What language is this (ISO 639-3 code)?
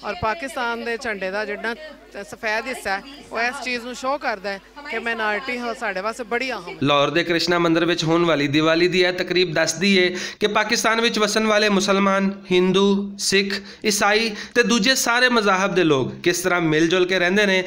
lah